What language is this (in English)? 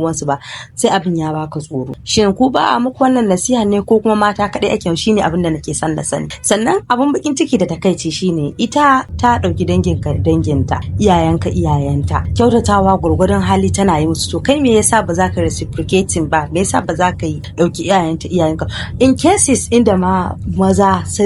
Hausa